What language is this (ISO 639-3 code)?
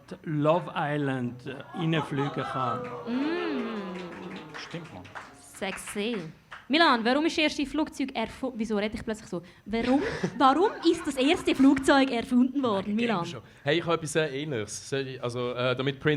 gsw